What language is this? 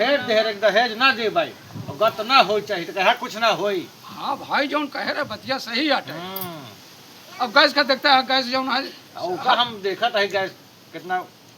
Awadhi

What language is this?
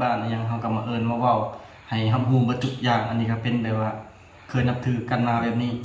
Lao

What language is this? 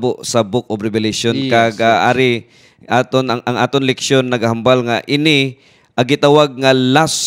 Hiligaynon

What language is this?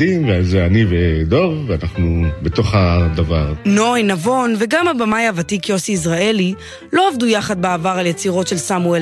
Hebrew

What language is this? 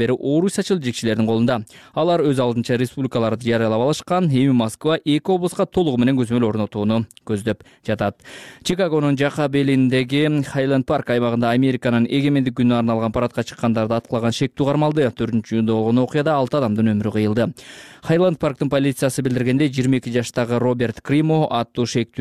Kyrgyz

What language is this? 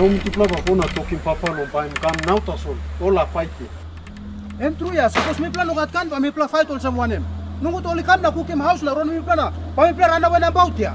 Tok Pisin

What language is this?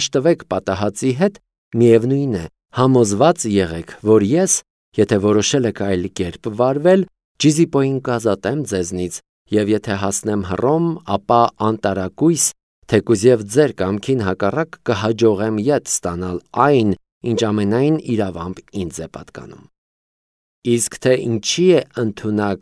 Armenian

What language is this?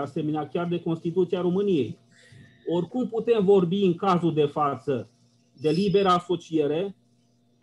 Romanian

